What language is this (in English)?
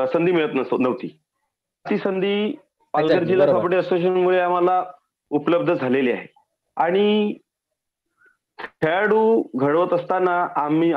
Marathi